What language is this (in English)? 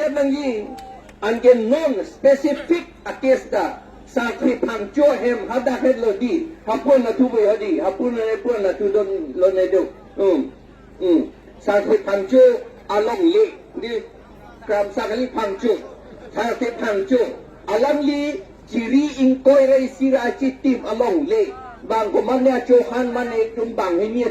Karbi